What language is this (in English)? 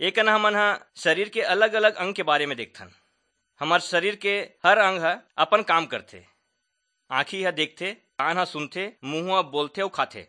Chhattisgarhi